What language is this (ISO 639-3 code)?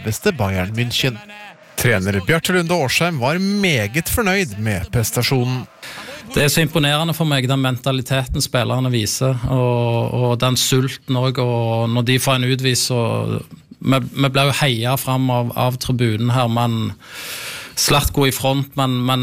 nor